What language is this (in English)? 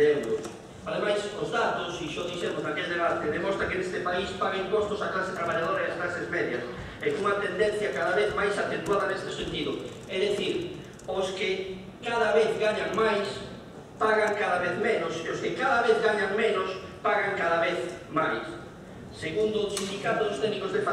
Galician